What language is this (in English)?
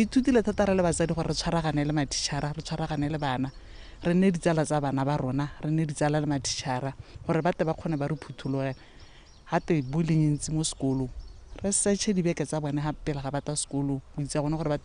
Tswana